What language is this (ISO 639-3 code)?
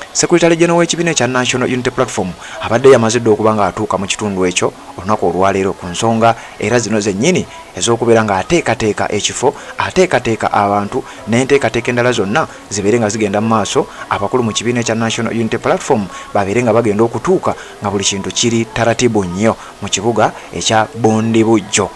lug